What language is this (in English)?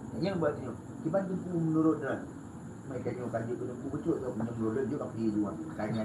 Achinese